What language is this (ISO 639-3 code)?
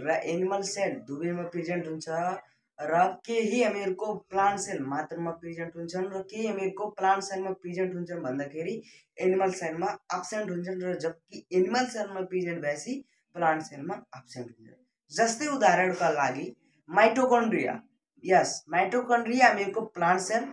nep